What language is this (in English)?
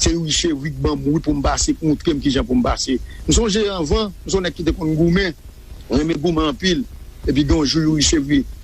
Haitian Creole